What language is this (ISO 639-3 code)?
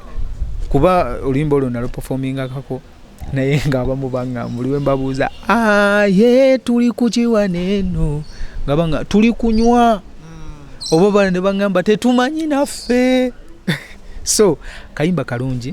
lug